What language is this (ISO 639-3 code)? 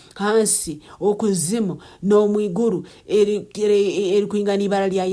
nyn